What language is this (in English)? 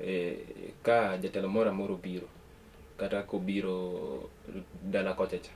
Luo (Kenya and Tanzania)